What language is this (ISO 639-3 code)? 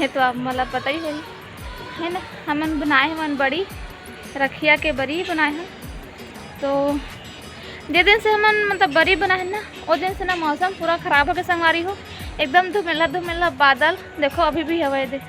hne